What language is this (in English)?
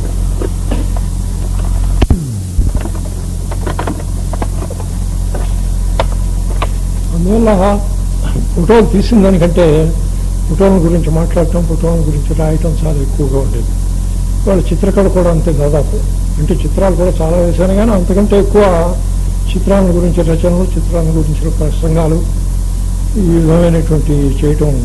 Telugu